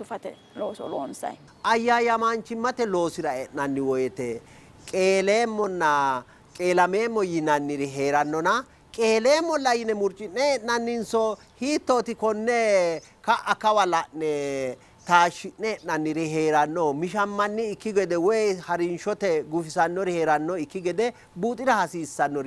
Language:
Sidamo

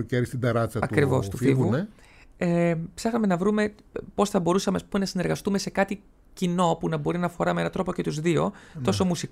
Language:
Greek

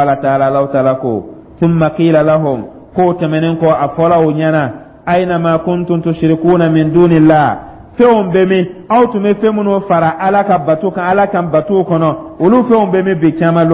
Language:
Dyula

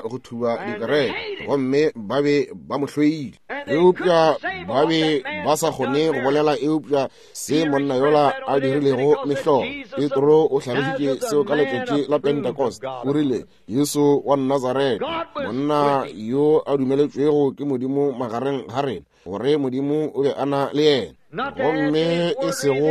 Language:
Northern Sotho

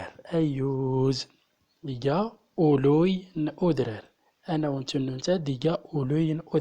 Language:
Central Atlas Tamazight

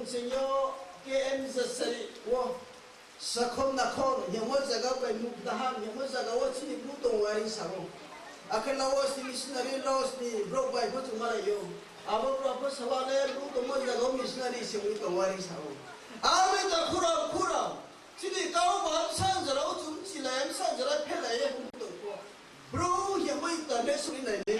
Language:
Riang (India)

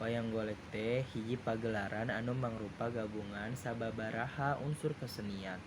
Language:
Sundanese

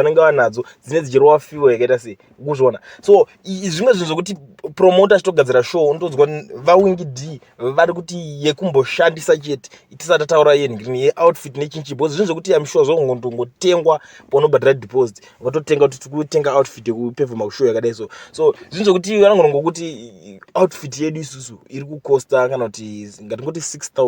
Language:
Shona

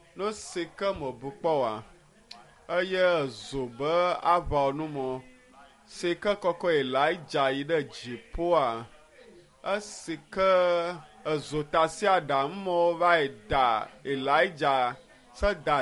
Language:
Ewe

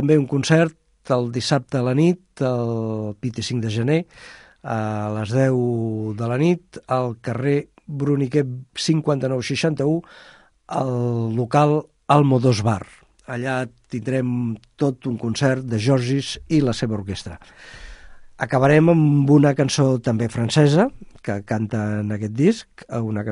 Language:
Catalan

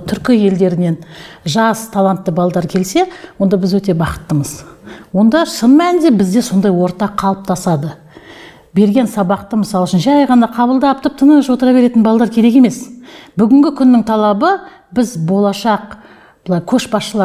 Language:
Kazakh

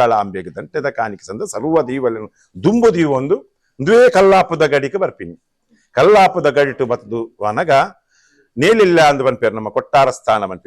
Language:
Tulu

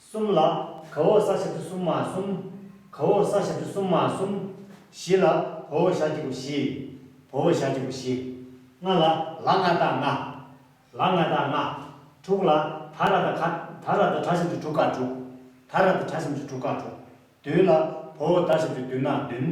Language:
Tibetan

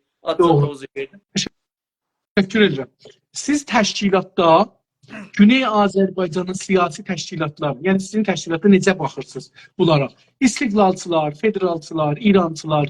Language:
South Azerbaijani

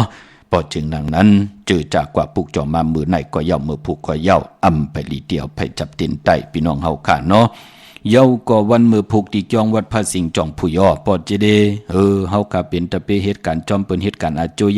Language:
Shan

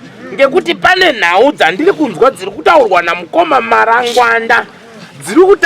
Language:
Shona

